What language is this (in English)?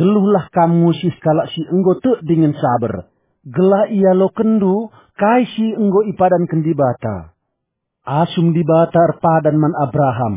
Batak Karo